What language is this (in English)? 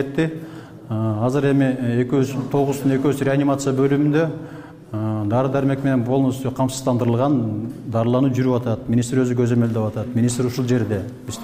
Kyrgyz